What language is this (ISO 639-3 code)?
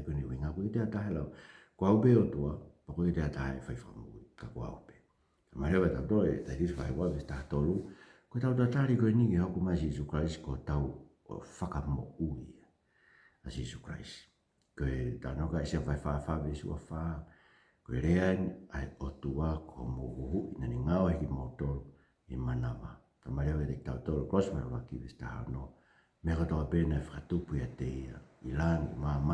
ton